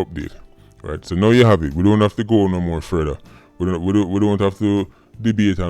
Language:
Jamaican Creole English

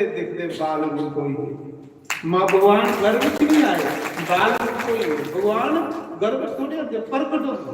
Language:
Dogri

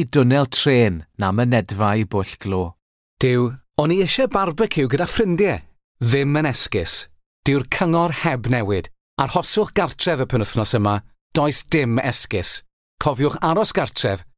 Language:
Welsh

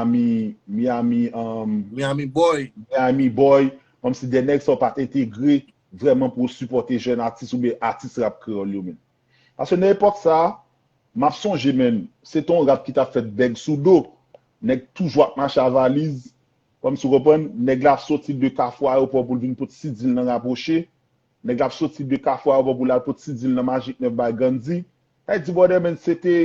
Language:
Haitian Creole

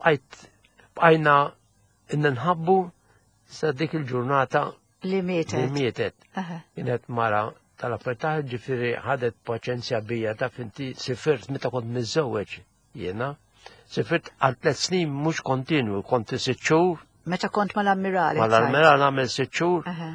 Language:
Maltese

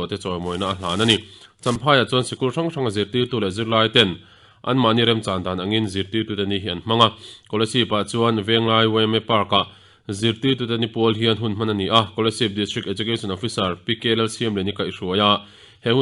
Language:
Mizo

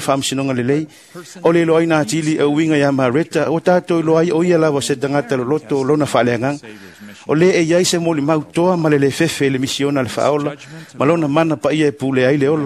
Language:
Samoan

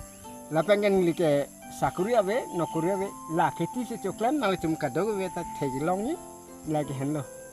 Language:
Karbi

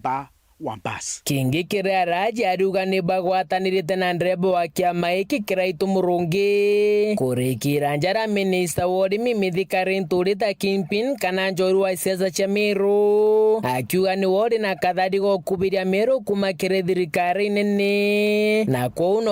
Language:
Meru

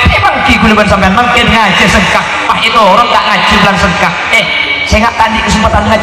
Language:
Madurese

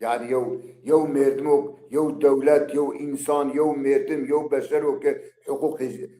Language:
Zaza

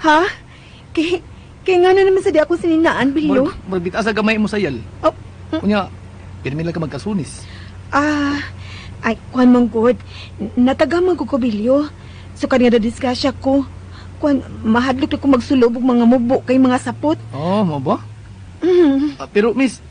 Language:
Cebuano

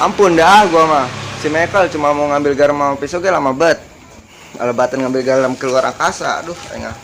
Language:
Betawi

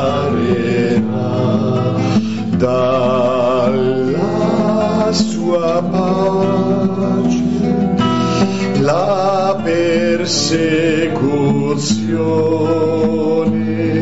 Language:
Italian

